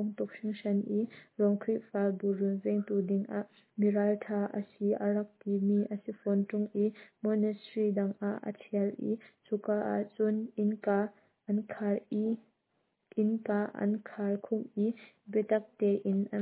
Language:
Hakha Chin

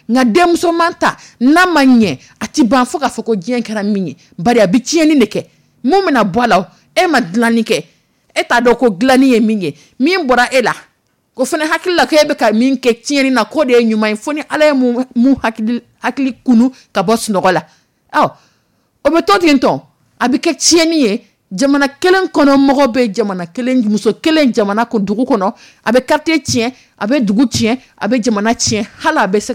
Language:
Dyula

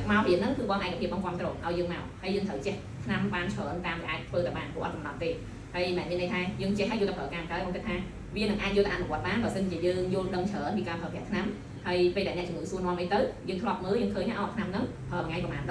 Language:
Khmer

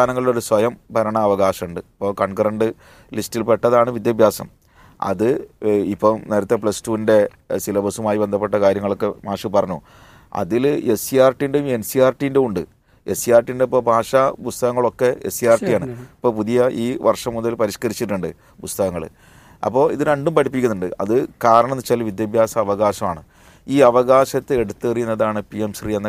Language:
Malayalam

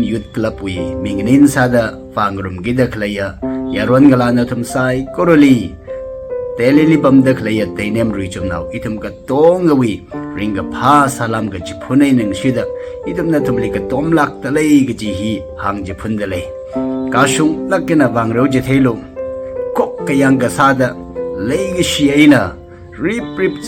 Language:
Tangkhul Naga (India)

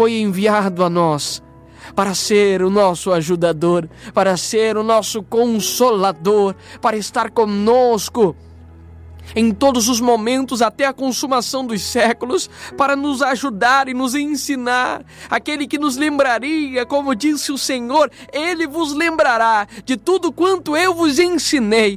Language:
Portuguese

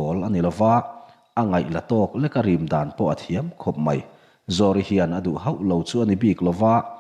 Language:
Mizo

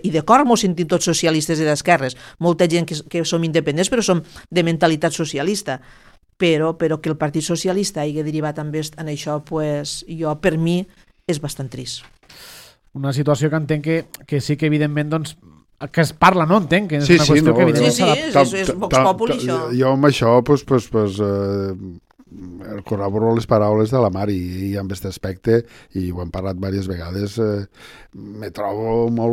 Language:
Catalan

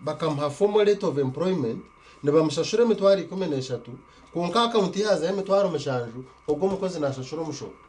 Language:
Nyankole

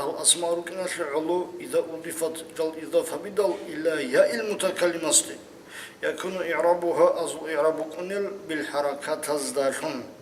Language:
Avaric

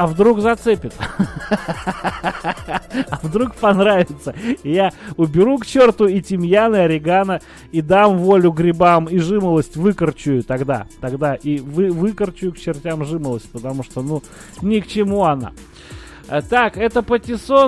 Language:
Russian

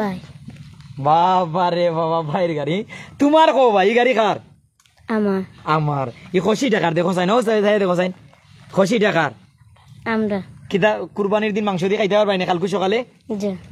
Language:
Sylheti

